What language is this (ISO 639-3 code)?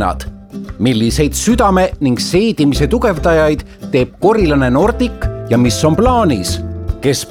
est